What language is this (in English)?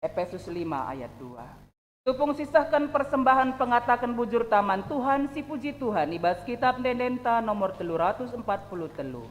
Batak Karo